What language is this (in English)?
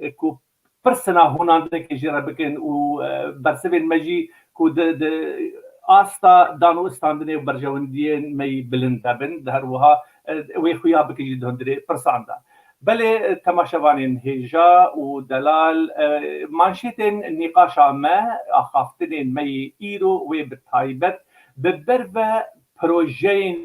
Kurdish